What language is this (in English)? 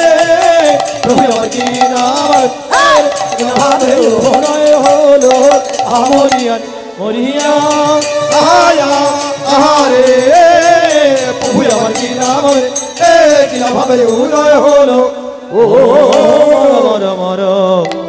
Bangla